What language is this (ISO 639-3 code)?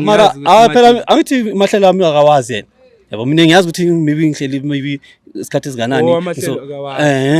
zul